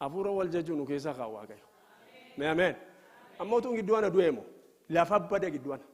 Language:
Oromo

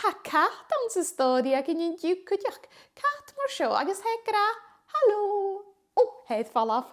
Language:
Scottish Gaelic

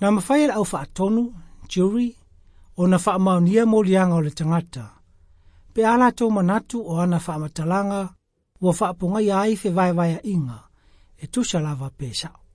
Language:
Samoan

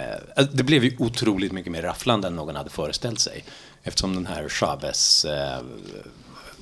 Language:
Swedish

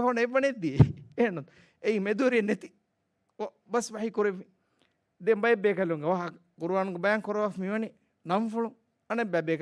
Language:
Divehi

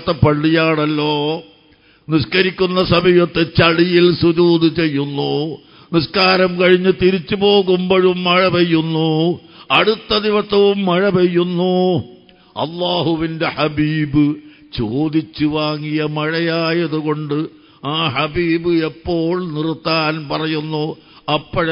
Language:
Malayalam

